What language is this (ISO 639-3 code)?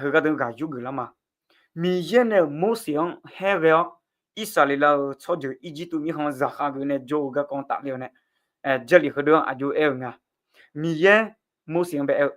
ahk